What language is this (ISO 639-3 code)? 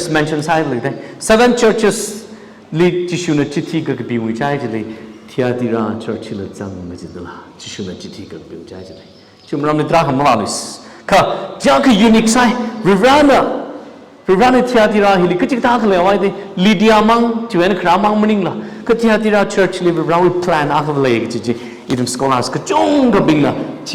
nmf